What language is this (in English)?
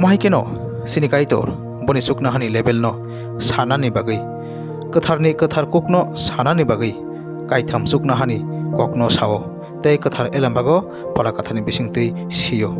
Kok Borok